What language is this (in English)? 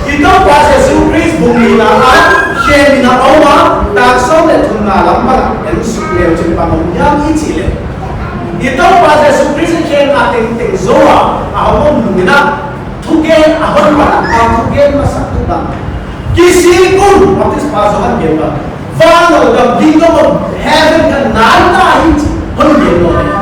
Paite Chin